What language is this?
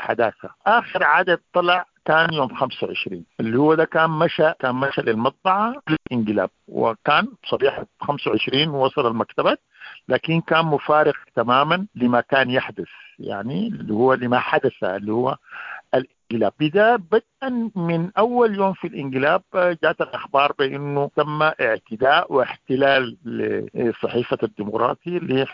Sudanese Arabic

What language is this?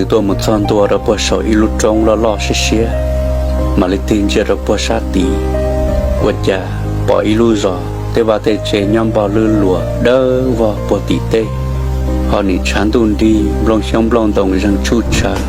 Hmong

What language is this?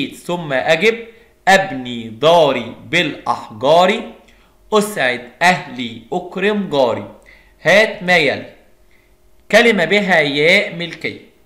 Arabic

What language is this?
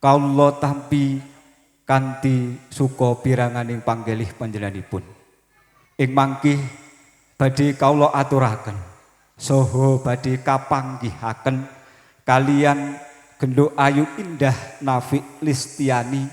Javanese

